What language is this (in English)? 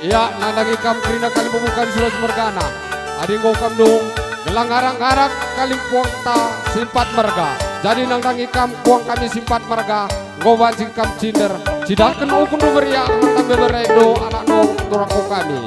Batak Karo